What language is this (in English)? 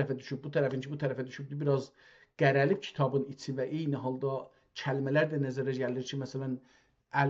South Azerbaijani